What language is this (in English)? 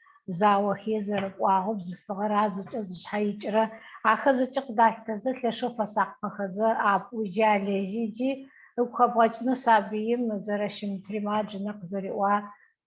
Adyghe